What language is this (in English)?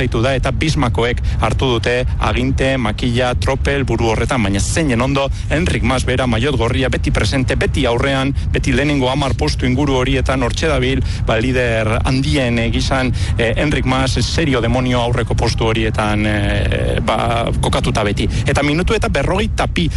Basque